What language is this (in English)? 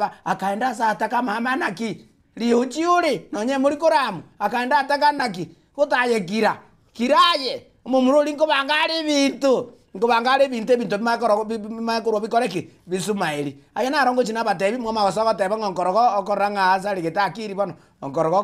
Gusii